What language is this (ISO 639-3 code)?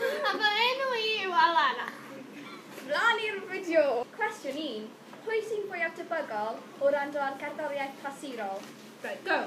cym